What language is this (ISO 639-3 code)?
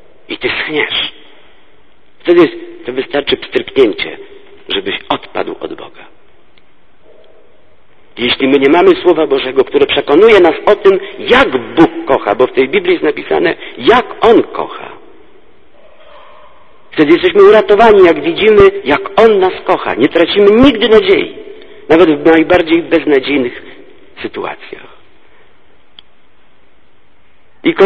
pol